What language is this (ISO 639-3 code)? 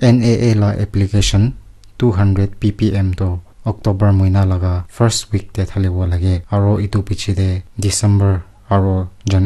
nag